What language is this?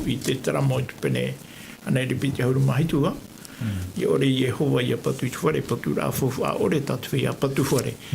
Tahitian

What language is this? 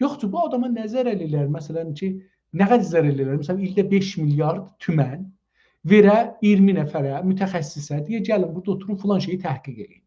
South Azerbaijani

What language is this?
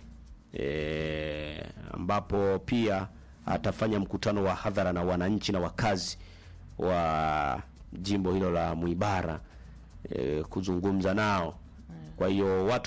Swahili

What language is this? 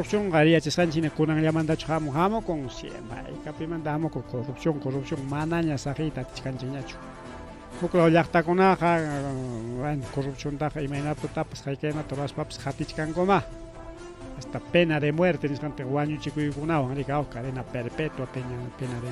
Ayacucho Quechua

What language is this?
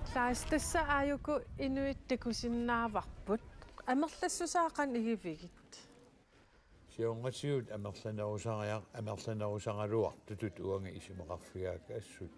Kalaallisut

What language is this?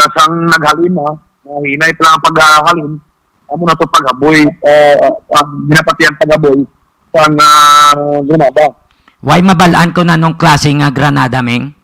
Hiligaynon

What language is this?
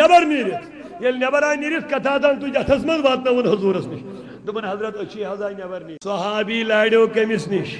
Kashmiri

